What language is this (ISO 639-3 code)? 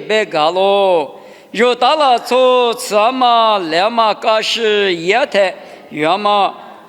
lis